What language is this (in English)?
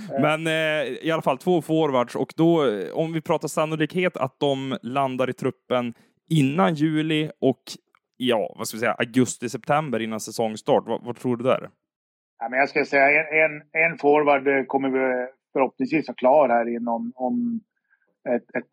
Swedish